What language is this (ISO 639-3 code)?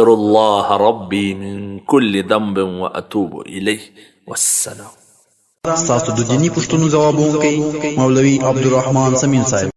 pus